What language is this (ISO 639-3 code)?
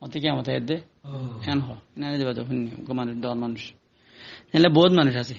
rhg